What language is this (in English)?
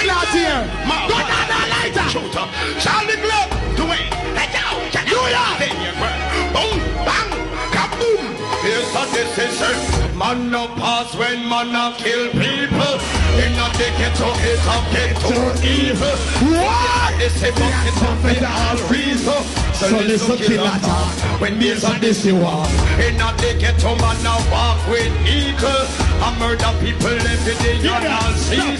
Jamaican Creole English